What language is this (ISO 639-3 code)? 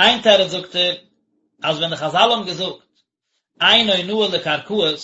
yid